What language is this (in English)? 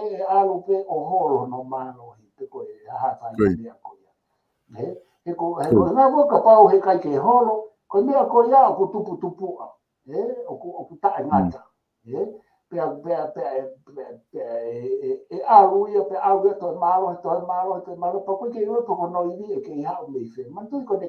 Tongan